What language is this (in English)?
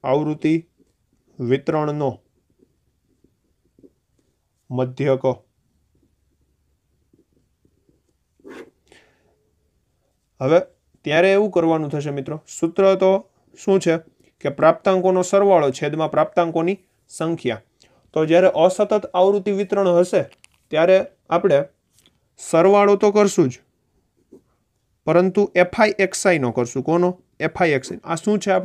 Gujarati